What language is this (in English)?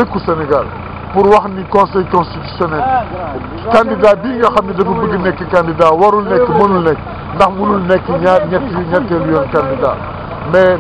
Wolof